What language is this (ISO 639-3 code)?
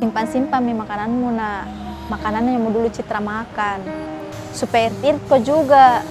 mfp